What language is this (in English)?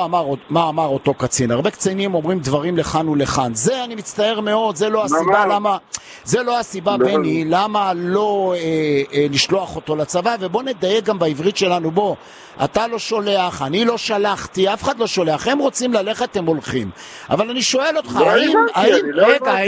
Hebrew